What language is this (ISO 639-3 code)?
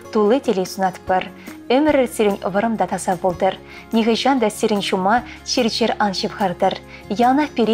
chv